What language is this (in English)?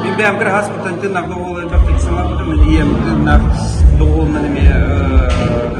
Yakut